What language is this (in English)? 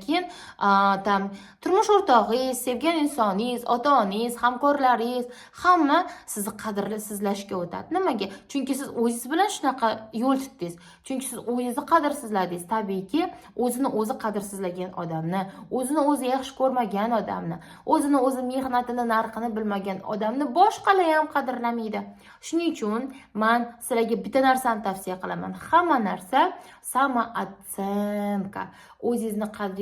Uzbek